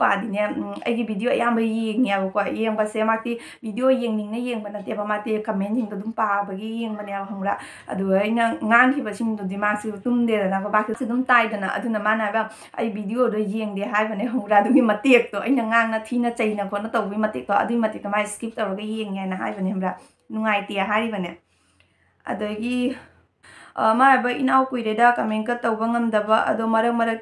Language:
Manipuri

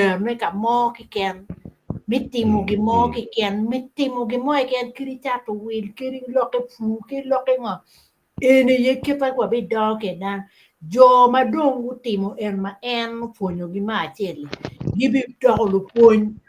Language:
Acoli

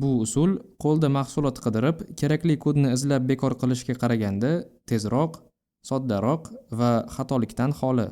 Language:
Uzbek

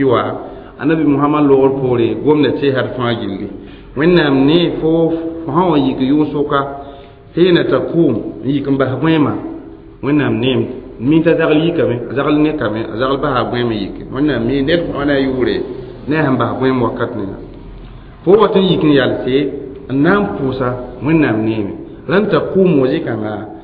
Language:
Mossi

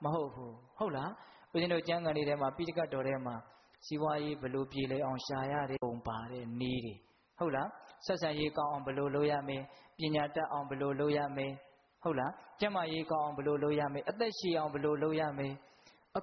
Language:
Burmese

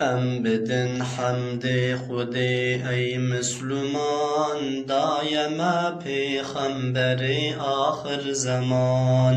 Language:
Kurdish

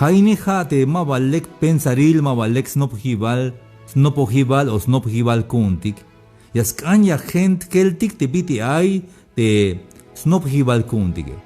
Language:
Tzeltal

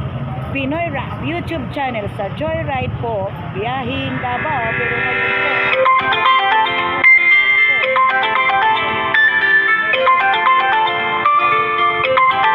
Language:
Filipino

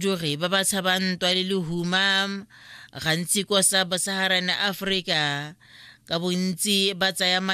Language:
Tswana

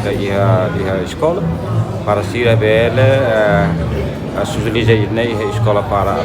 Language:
Tetum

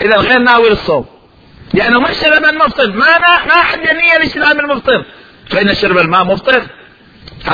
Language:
Mesopotamian Arabic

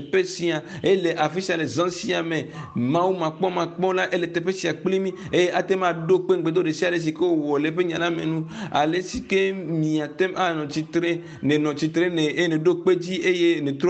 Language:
Ewe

